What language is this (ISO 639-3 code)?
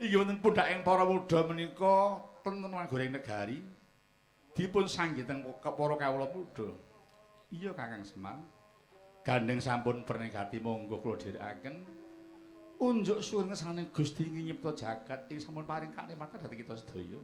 jav